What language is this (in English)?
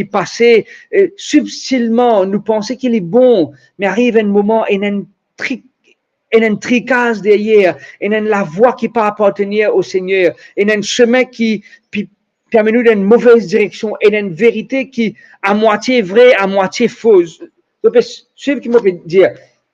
Morisyen